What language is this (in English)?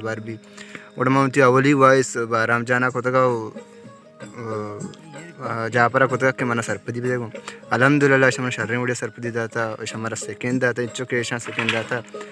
Baluchi